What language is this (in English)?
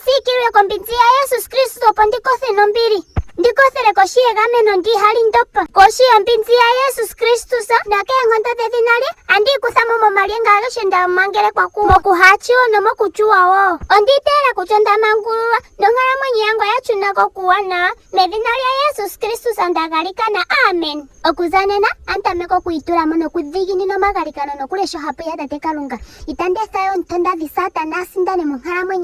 Ndonga